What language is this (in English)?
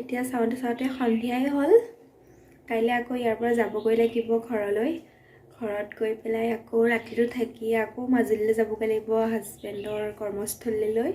Assamese